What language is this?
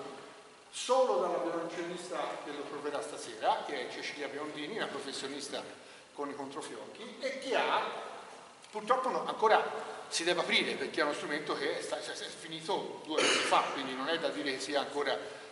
Italian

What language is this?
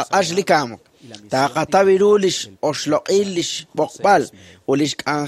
Kekchí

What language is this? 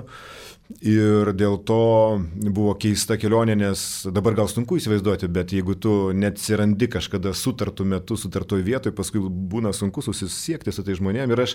Lithuanian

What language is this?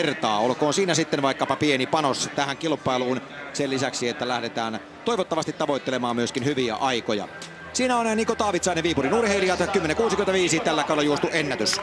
Finnish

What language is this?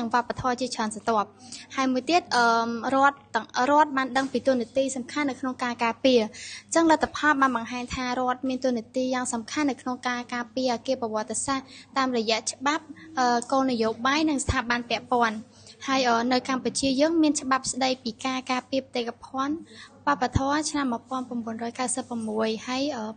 Khmer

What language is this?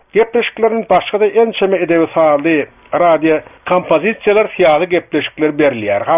Turkmen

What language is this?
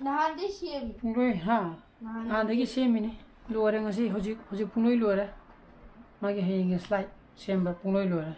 Manipuri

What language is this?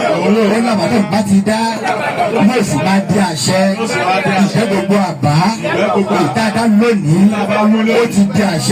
Yoruba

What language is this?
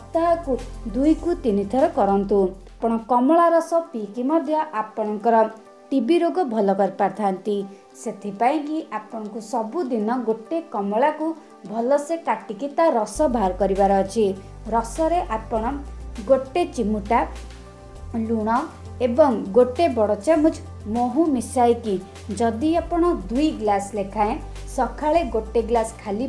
Odia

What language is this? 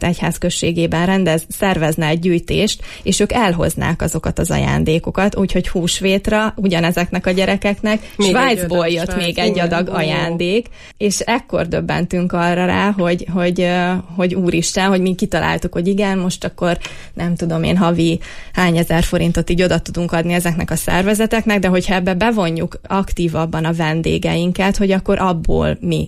Hungarian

